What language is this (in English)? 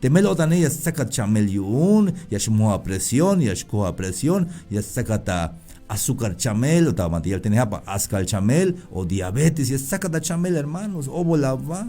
Tzeltal